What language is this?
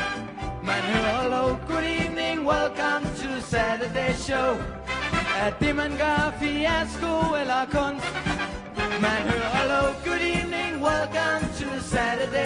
Danish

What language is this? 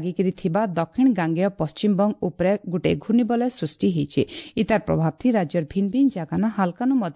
Odia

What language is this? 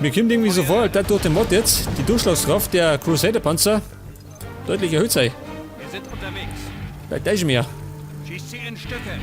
Bavarian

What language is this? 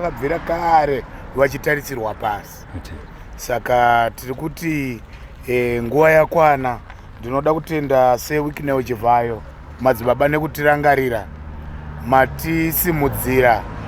Shona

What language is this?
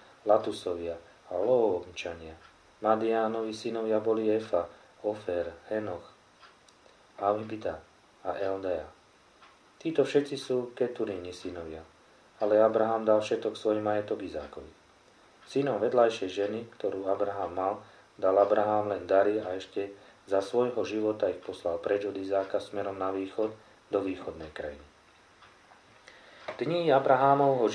Slovak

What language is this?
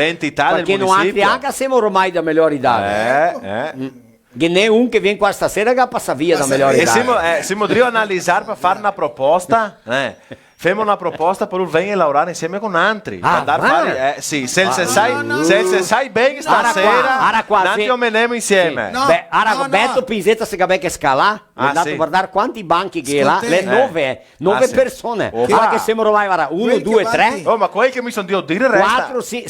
Venetian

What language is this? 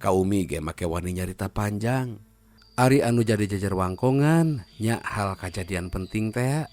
Sundanese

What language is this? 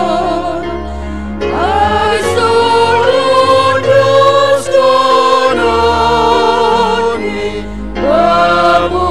Batak Simalungun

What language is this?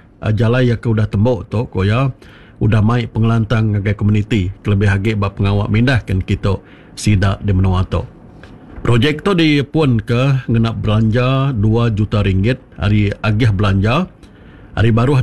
Iban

